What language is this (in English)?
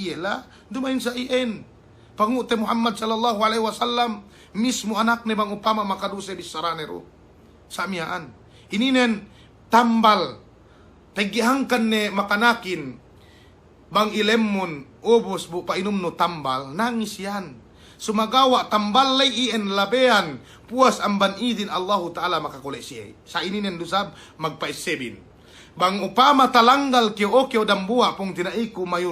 Yakan